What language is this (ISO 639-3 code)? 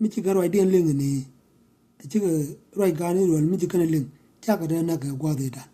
nus